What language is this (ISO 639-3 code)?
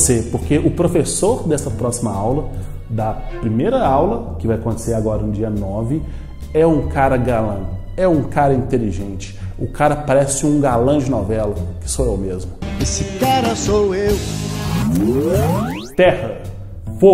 por